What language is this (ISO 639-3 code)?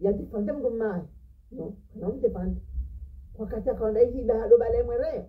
zdj